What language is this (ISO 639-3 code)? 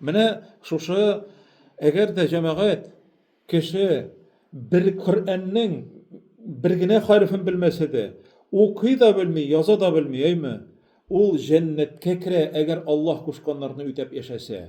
tat